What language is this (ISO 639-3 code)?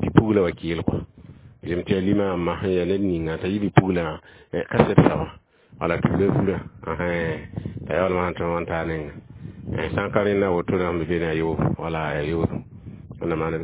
mos